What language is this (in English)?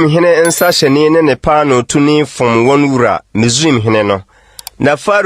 Akan